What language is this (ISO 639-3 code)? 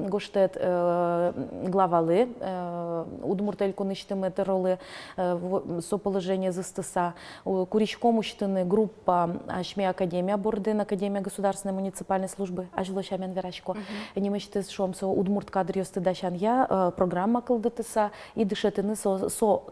udm